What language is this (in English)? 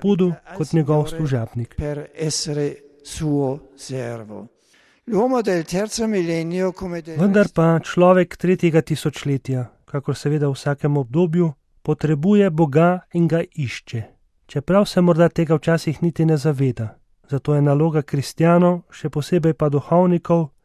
Slovenian